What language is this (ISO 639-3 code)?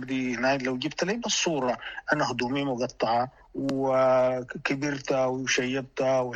apd